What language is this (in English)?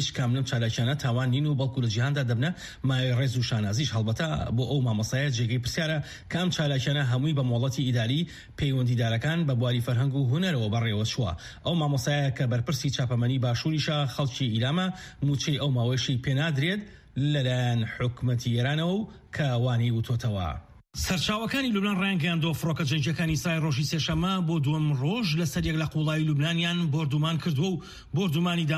Central Kurdish